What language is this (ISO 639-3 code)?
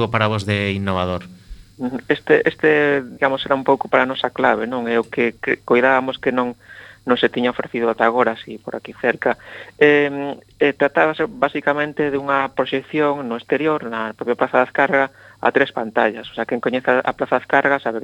glg